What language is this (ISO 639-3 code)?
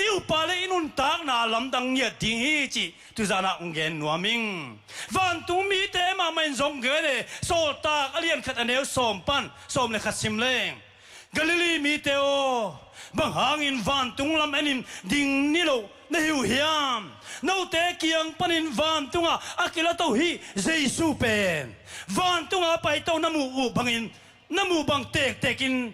ctd